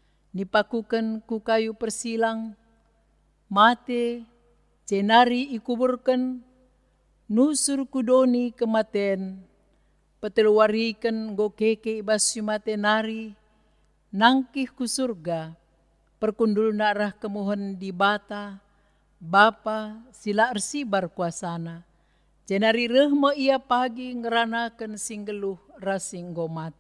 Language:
Batak Karo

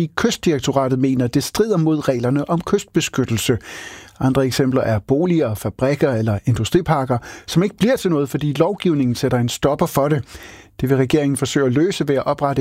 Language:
Danish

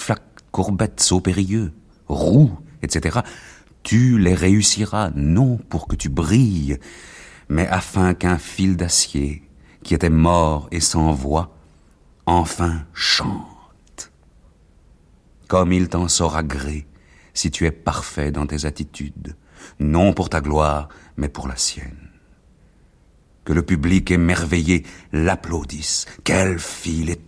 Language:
French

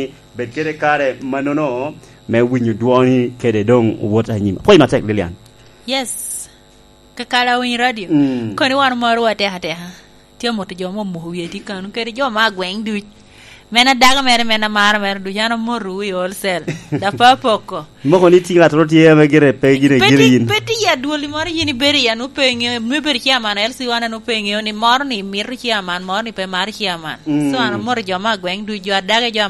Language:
Lango (Uganda)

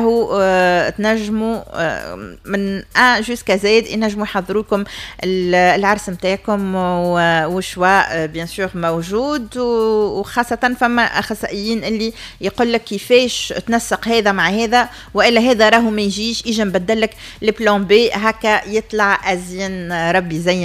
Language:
Tunisian Arabic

